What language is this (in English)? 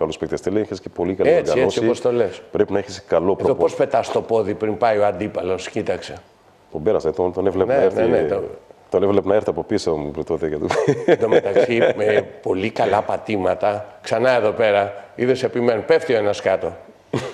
Greek